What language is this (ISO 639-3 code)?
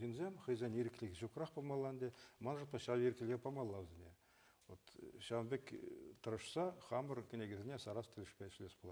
chv